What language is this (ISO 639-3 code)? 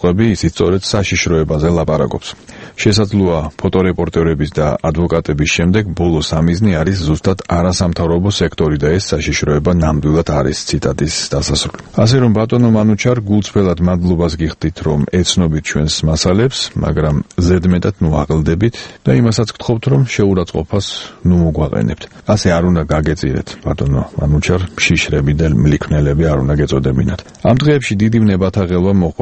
kat